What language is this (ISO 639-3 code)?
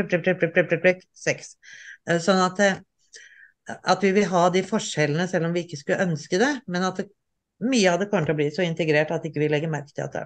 nor